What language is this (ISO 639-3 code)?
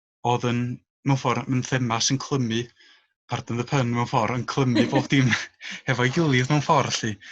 cym